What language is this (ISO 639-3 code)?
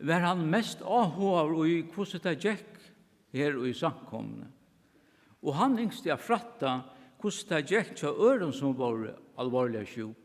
fao